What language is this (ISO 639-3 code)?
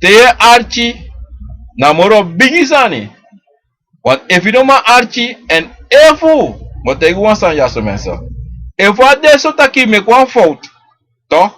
srn